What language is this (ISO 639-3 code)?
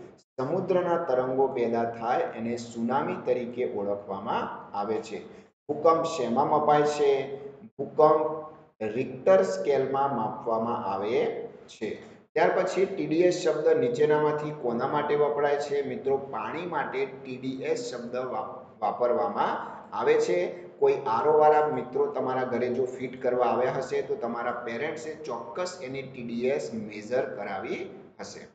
guj